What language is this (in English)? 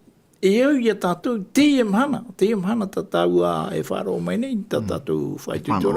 Tahitian